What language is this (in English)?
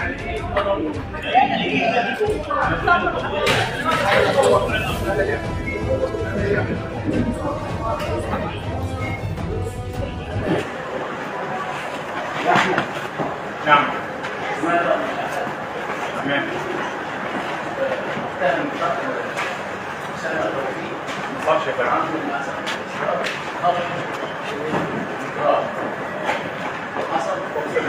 Egyptian Arabic